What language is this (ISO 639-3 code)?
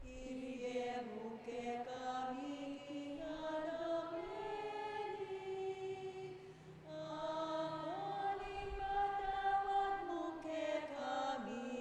pam